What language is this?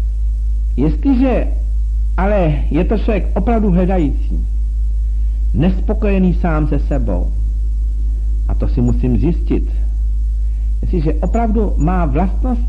Czech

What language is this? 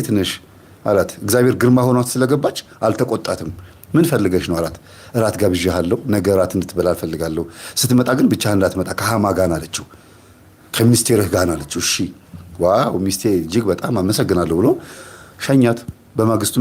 Amharic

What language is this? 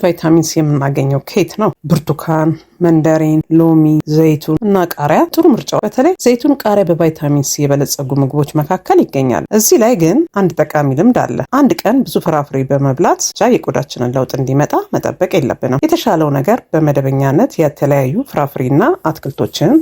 Amharic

